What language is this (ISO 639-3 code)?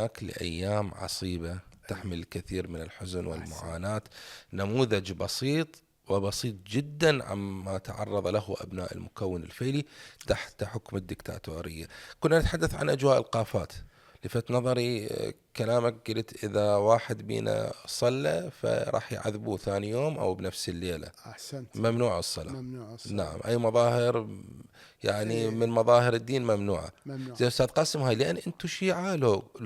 acm